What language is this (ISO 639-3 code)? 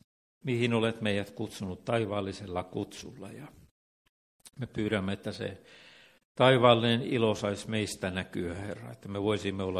fin